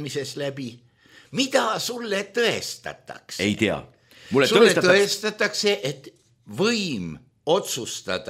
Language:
Estonian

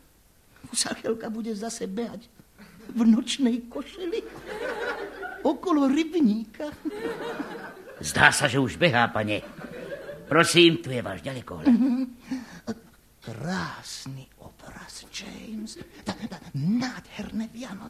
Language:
Slovak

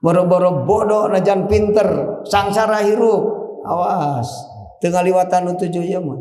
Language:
Sundanese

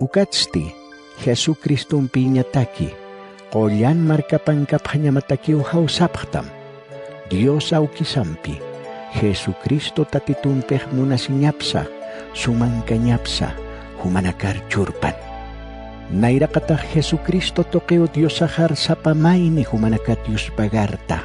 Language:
Aymara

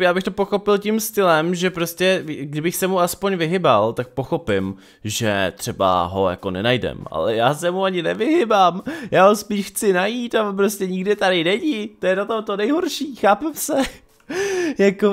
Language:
Czech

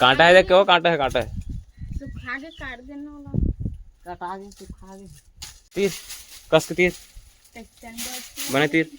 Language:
Chhattisgarhi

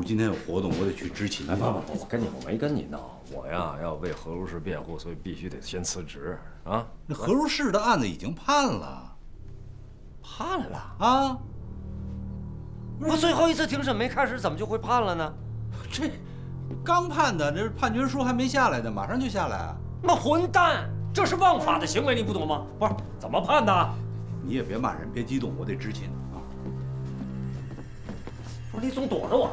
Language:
Chinese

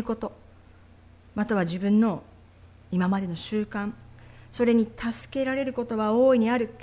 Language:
Japanese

